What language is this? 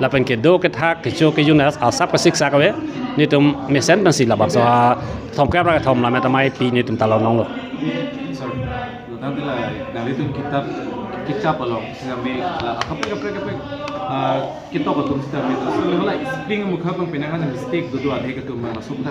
Karbi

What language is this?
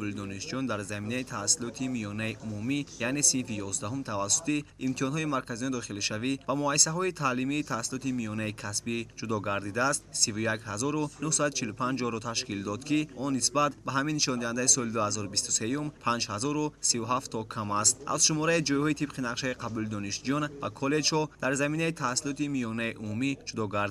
Tajik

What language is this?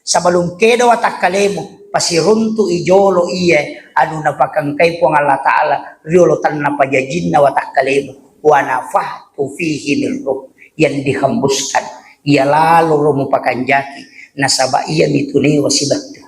Buginese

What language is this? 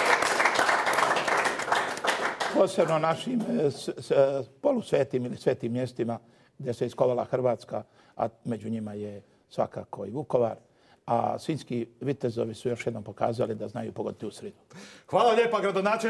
Croatian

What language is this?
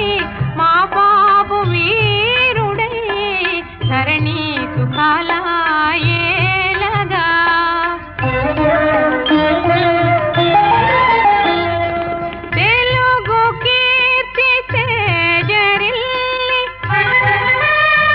Telugu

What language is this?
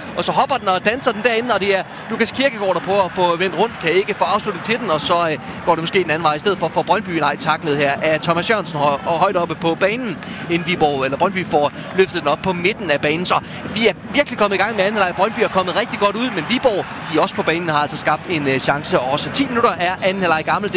Danish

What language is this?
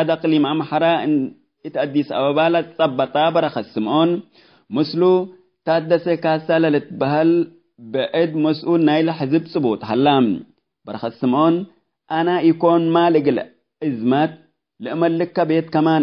Tigre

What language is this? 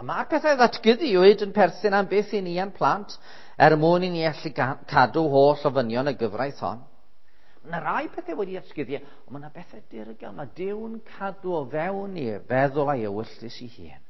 Welsh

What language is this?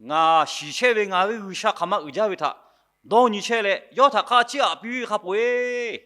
Lahu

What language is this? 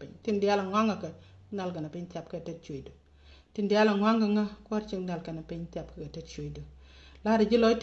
Nuer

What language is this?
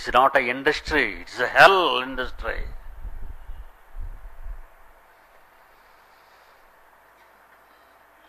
Telugu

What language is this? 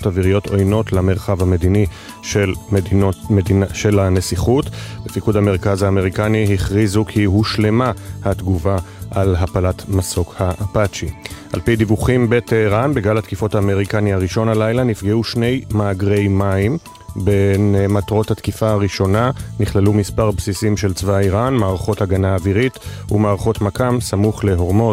Hebrew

